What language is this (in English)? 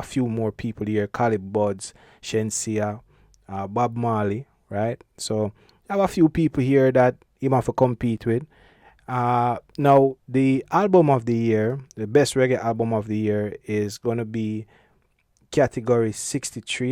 Jamaican Creole English